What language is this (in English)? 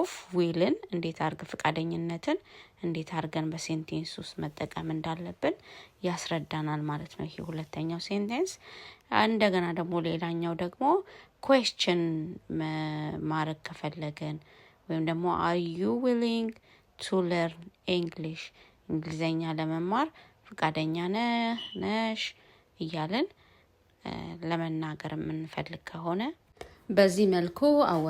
Amharic